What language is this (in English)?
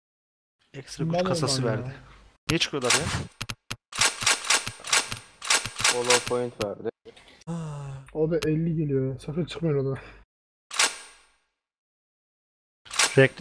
Turkish